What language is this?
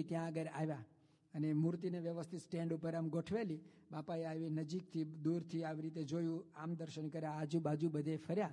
Gujarati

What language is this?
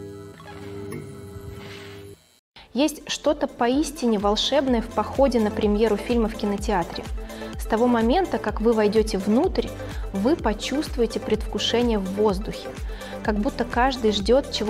Russian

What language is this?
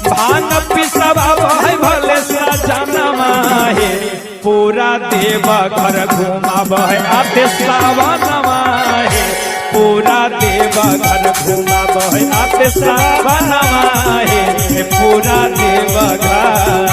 Magahi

